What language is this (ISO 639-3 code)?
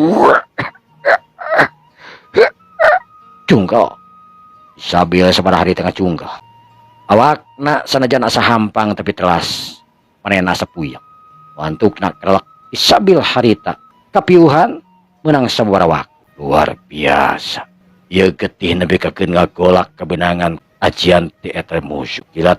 sun